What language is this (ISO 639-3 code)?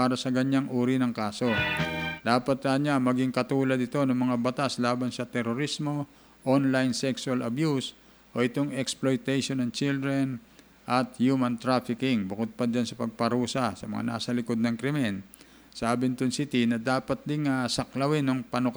fil